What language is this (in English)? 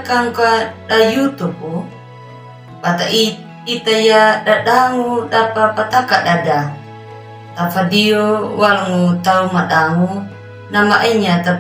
Anakalangu